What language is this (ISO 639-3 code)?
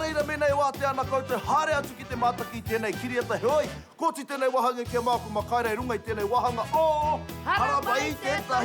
mri